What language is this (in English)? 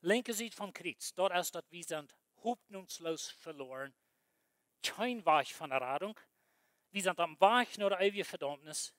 Plautdietsch